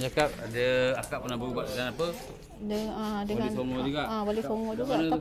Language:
Malay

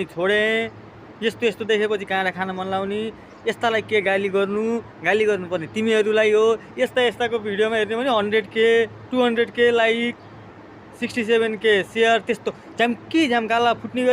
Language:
Nepali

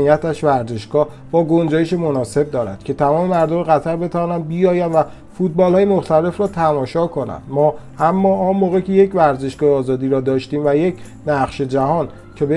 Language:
Persian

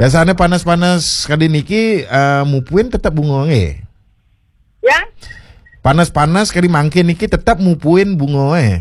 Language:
Balinese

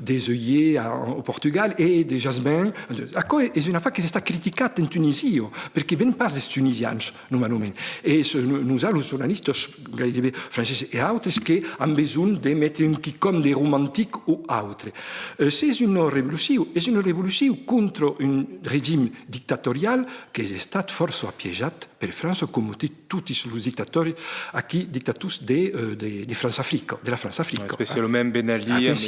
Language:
Occitan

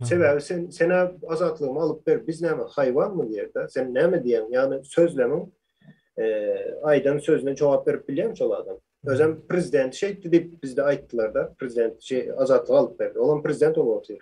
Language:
Turkmen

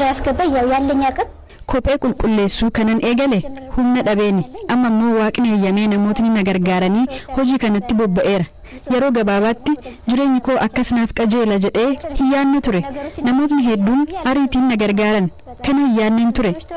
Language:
Oromo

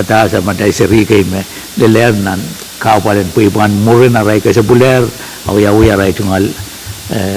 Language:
Pohnpeian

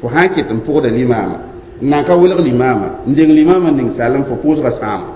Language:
Mossi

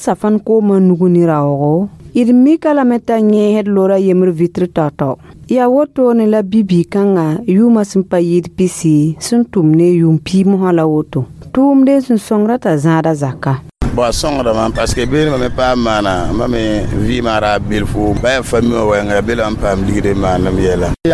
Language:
Mossi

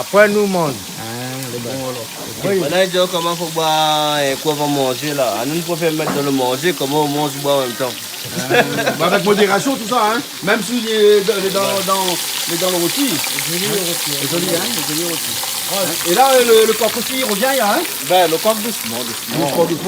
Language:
Réunion Creole French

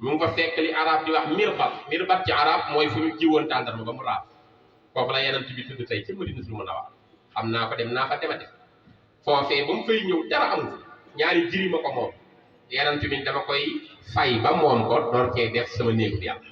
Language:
Wolof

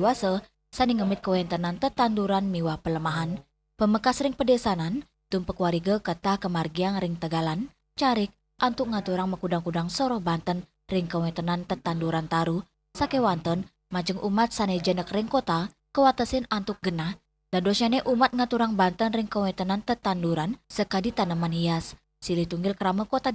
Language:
Balinese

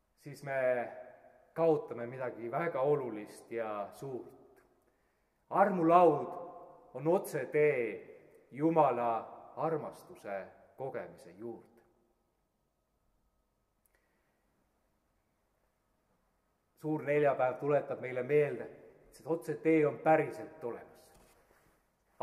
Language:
Estonian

